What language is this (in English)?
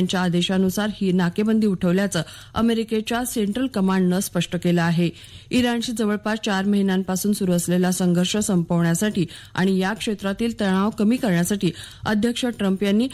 Marathi